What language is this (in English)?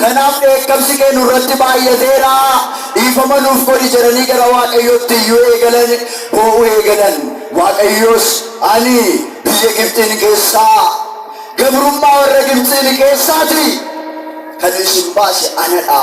Oromo